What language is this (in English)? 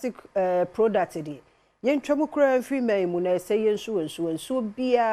Akan